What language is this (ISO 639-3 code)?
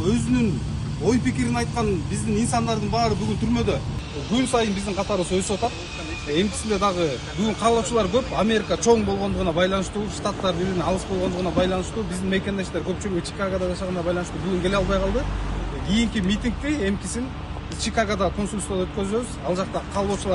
kir